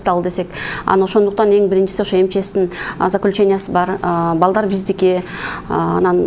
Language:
Kyrgyz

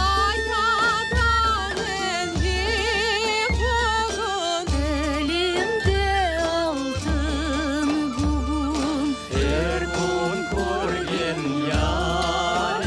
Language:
Crimean Tatar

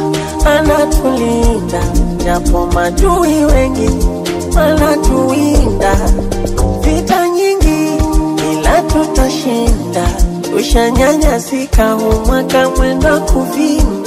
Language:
Swahili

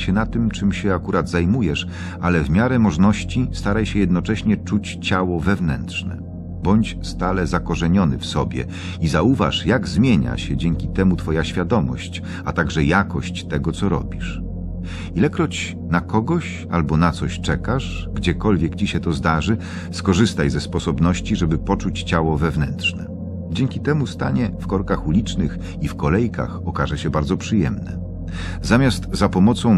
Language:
Polish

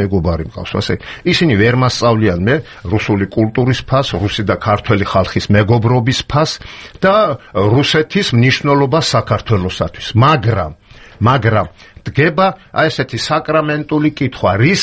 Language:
Georgian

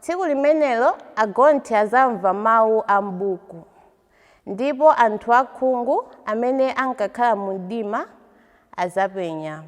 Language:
Nyanja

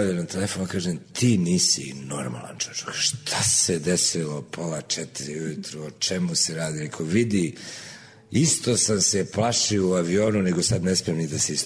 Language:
Serbian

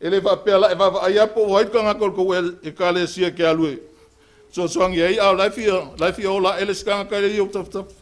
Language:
Samoan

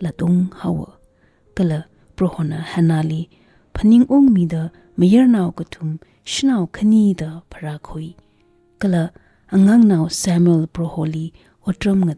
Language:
Tangkhul Naga (India)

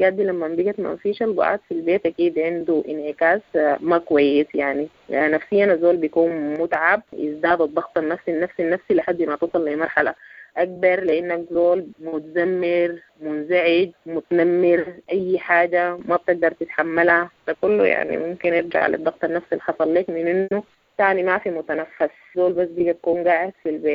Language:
Sudanese Arabic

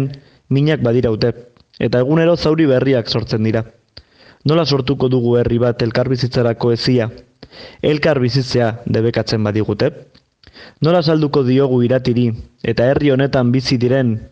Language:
Basque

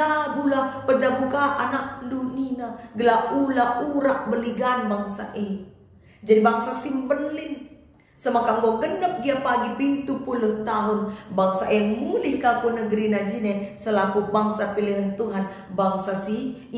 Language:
Batak Karo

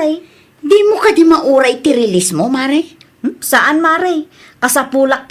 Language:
Iloko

